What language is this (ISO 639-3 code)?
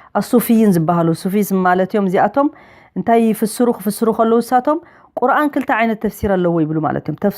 tir